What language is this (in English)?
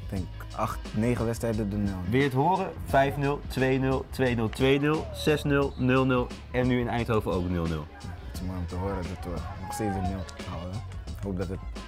Dutch